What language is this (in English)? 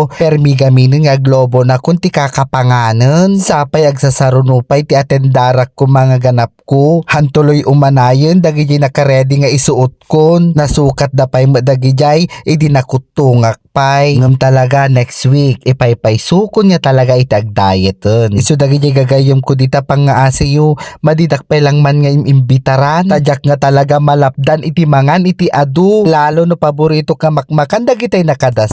Iloko